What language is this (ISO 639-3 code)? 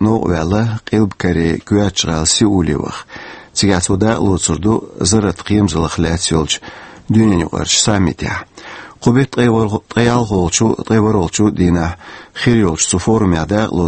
che